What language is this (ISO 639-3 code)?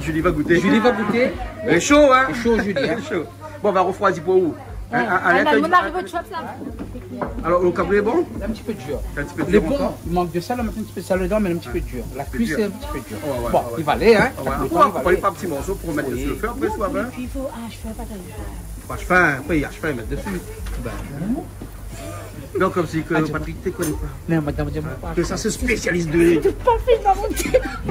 rcf